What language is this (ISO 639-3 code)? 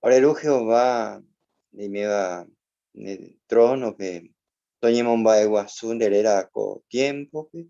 grn